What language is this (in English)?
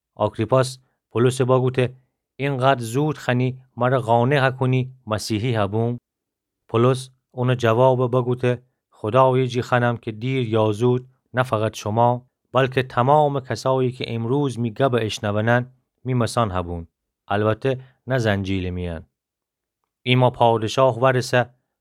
Gilaki